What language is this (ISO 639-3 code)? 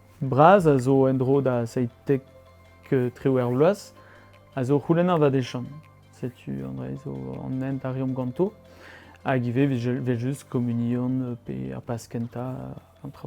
bre